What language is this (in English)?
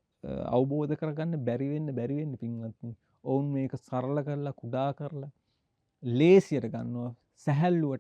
Sinhala